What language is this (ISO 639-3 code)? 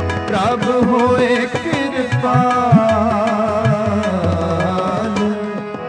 pan